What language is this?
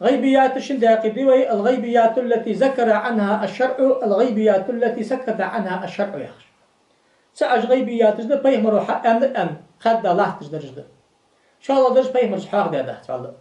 Ingush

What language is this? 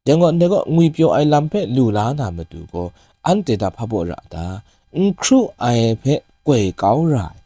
Kachin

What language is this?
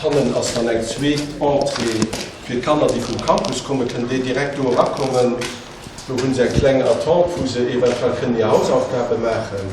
Luxembourgish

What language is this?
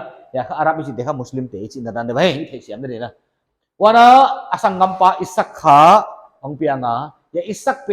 Paite Chin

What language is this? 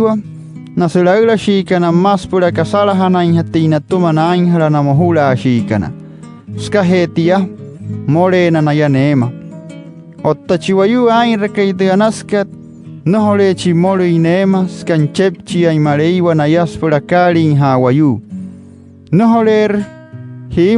Wayuu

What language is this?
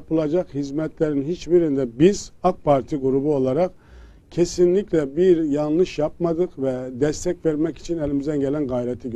Turkish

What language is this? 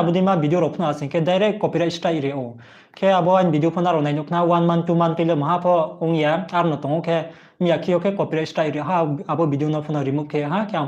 Riang (India)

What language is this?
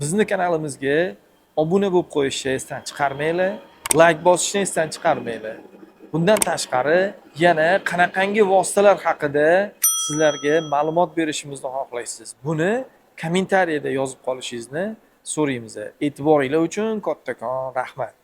Uzbek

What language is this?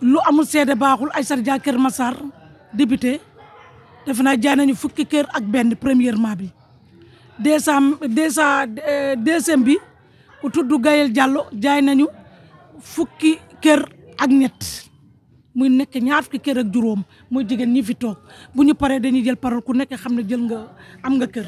Wolof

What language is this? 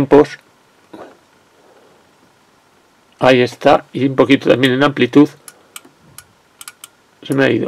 Spanish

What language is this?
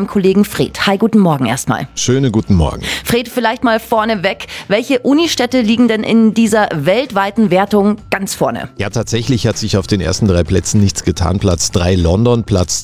German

